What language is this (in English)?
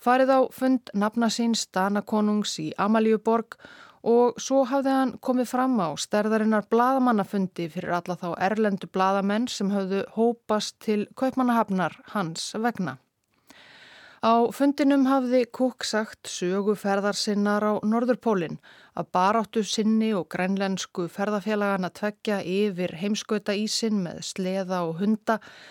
Icelandic